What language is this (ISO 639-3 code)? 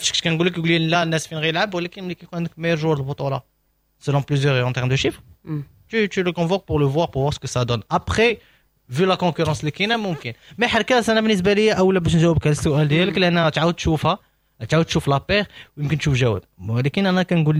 ary